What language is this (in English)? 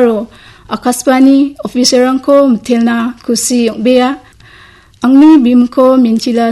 Garo